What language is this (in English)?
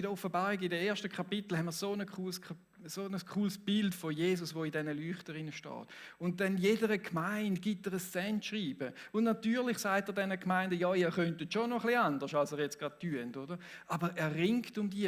Swiss German